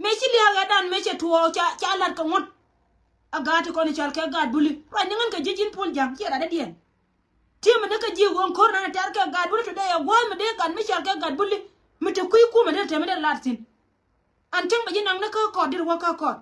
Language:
Nuer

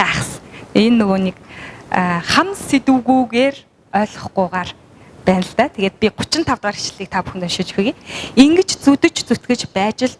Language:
Mongolian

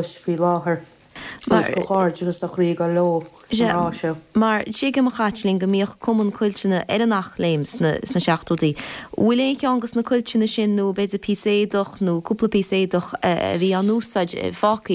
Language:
Irish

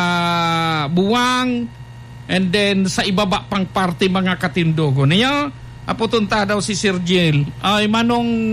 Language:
Bikol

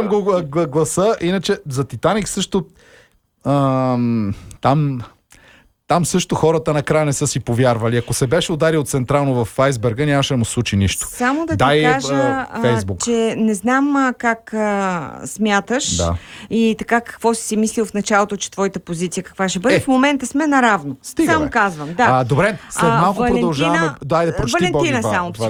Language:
Bulgarian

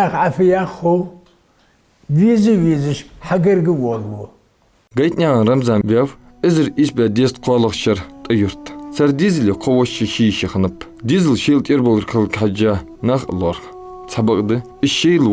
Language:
Ingush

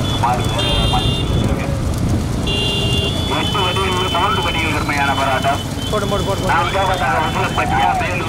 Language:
Tamil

